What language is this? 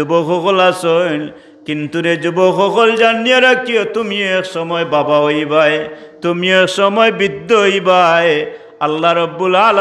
Sylheti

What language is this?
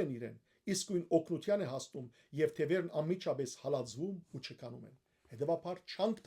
Western Armenian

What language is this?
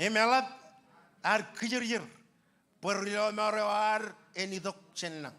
Marshallese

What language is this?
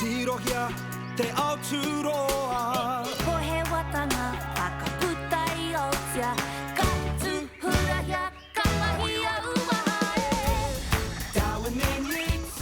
Māori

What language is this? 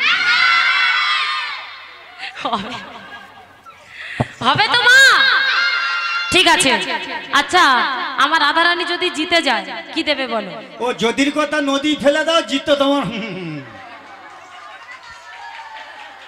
Bangla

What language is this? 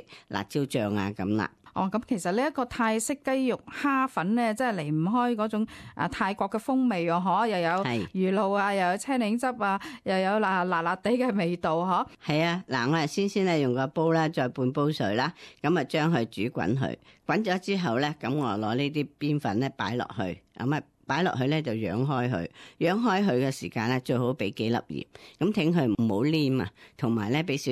Cantonese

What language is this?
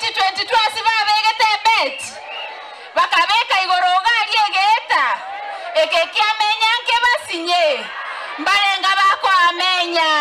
Gusii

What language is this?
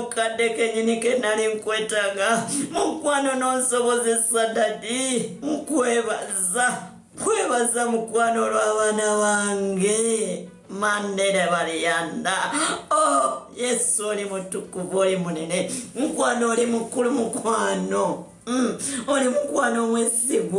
Ganda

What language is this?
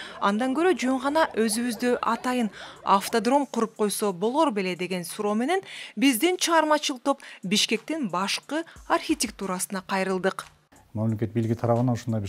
Kyrgyz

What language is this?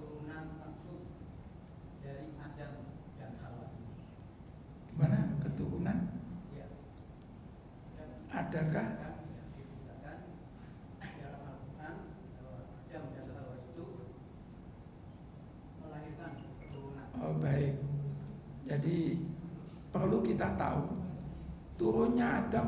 Indonesian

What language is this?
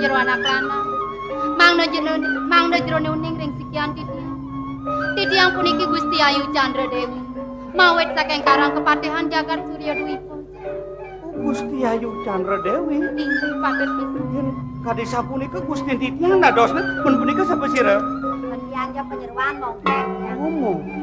Balinese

